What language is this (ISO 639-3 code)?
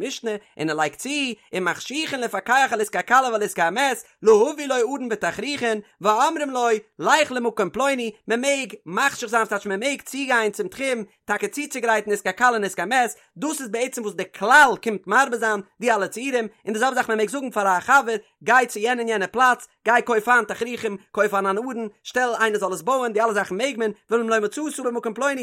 yid